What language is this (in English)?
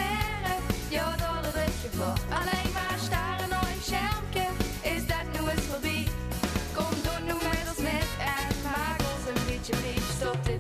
Limburgish